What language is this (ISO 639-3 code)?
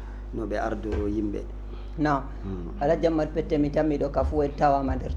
ful